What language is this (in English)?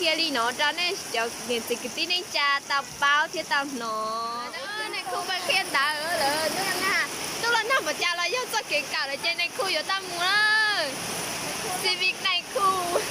Hmong